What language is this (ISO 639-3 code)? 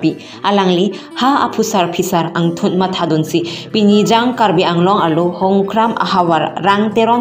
mjw